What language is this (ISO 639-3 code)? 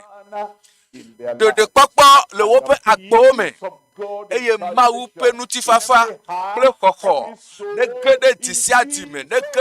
ewe